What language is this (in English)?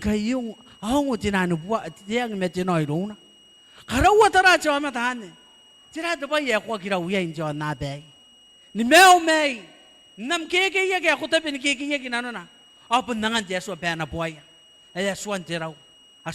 Gilbertese